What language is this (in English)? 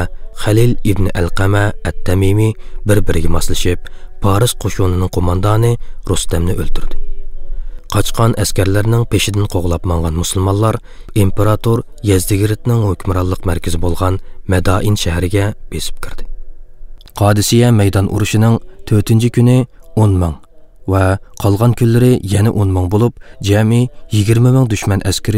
Uyghur